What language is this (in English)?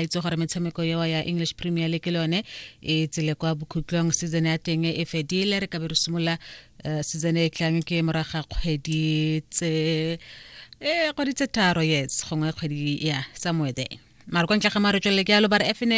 Tswana